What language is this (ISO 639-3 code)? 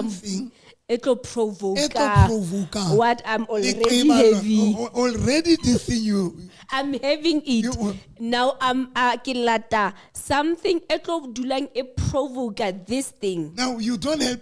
sot